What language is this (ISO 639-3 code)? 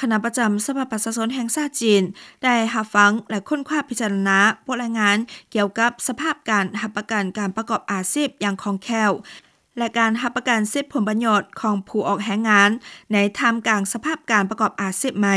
lao